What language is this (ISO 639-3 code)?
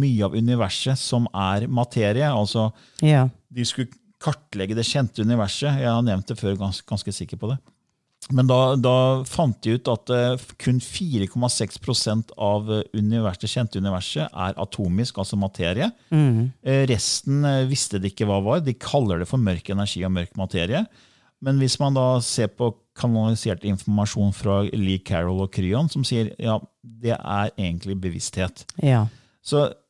nor